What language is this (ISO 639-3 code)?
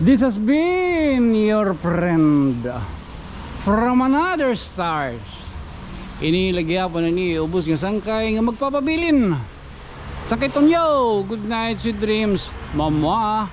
war